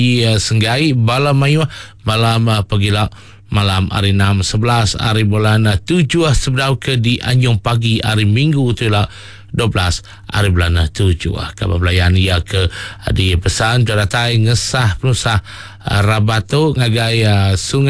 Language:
Iban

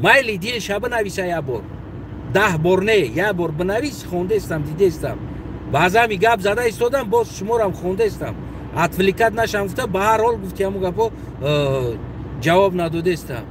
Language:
Tajik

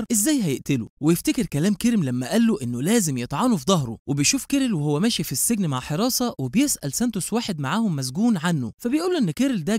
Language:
Egyptian Arabic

